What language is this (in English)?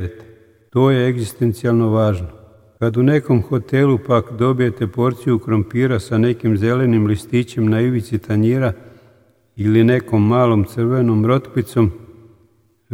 Serbian